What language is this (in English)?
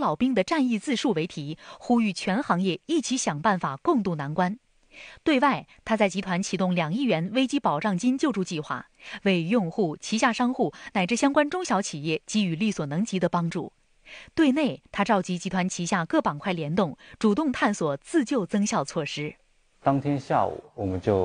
Chinese